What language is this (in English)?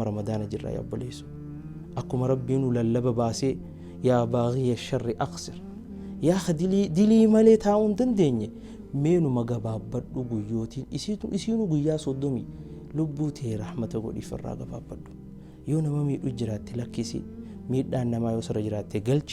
Oromo